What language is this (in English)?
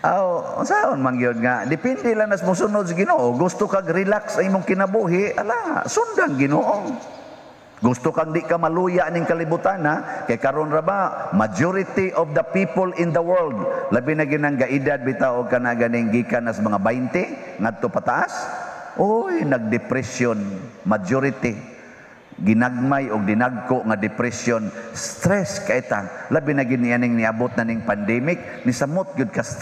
Cebuano